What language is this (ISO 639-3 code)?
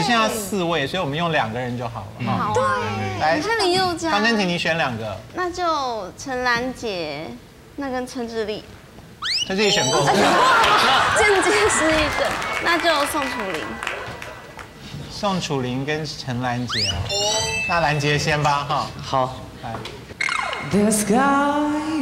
zho